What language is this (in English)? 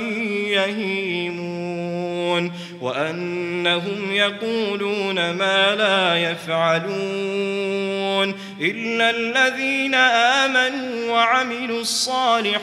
Arabic